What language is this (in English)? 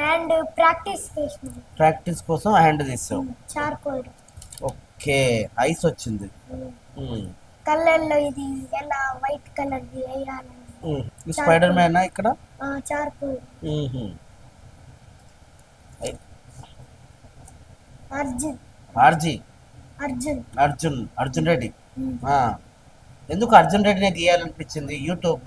Telugu